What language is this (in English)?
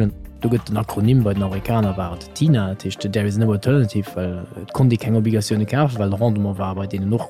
Luxembourgish